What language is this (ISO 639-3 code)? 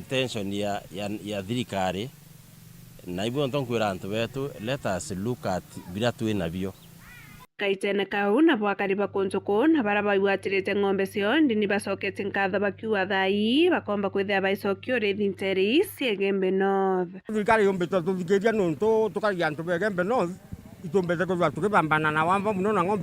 mer